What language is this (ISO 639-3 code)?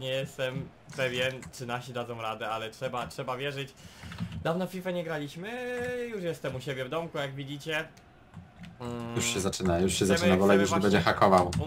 pol